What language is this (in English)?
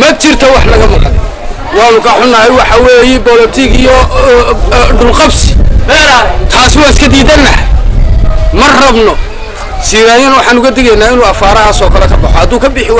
Somali